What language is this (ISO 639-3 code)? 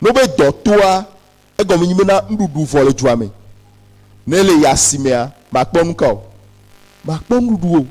ewe